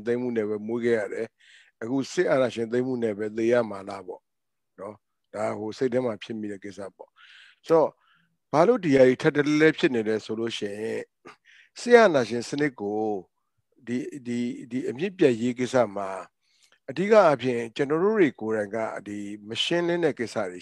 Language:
Burmese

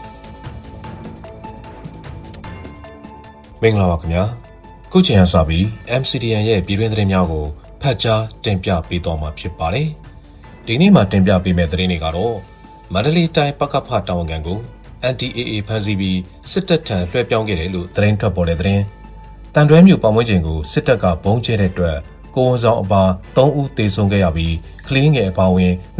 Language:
Burmese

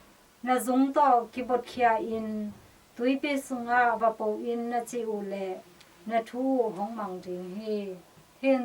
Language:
Tedim Chin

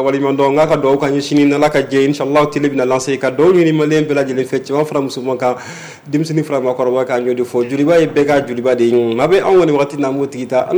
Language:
Bambara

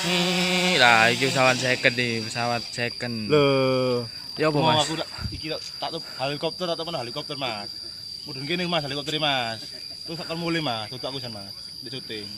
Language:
Javanese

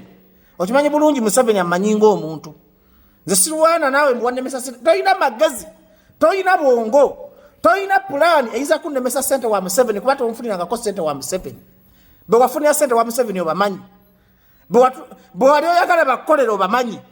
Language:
Ganda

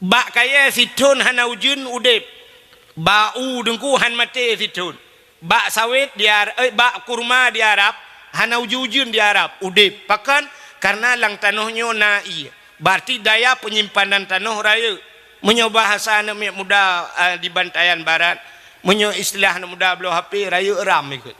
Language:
Achinese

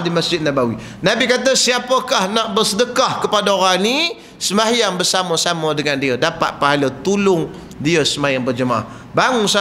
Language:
Malay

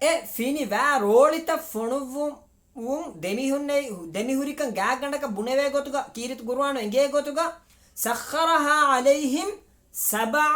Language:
Divehi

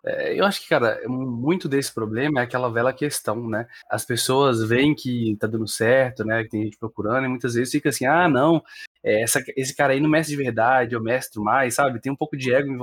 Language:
Portuguese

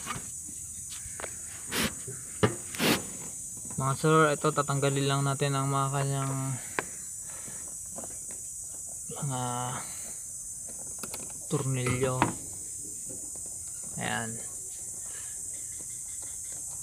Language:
Filipino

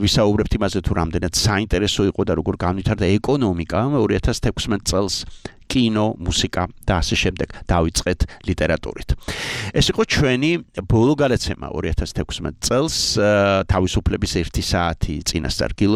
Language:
Georgian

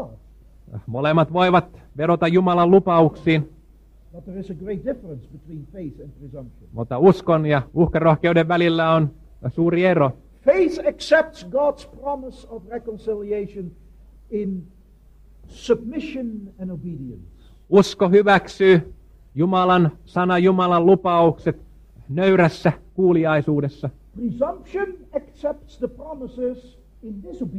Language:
Finnish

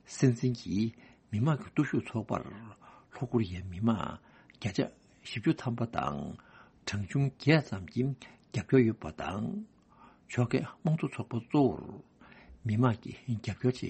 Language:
Tibetan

